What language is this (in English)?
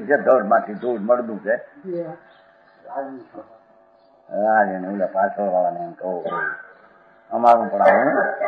Gujarati